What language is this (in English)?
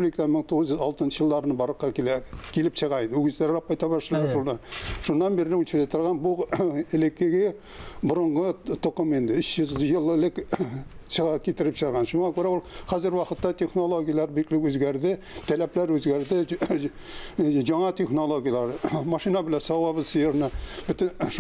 Tatar